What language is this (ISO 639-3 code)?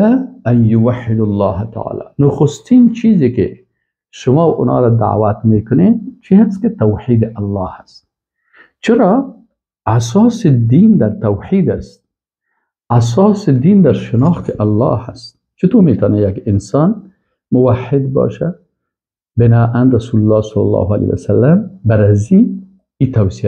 fas